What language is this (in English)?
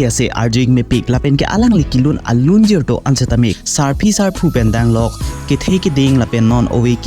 Karbi